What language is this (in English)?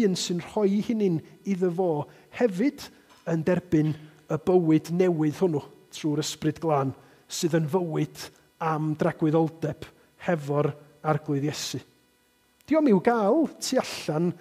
Welsh